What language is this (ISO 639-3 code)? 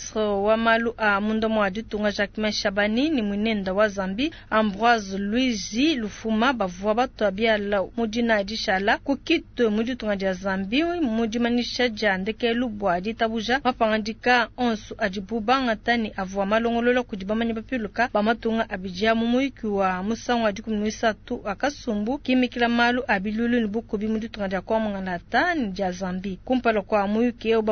lua